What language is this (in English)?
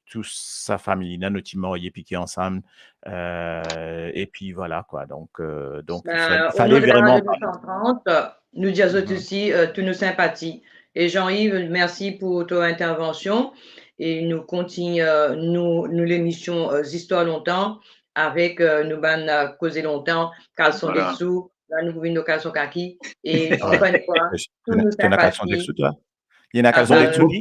Morisyen